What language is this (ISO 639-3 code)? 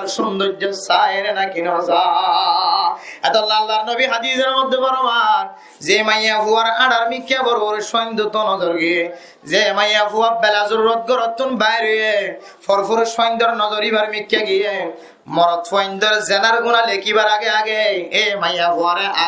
rhg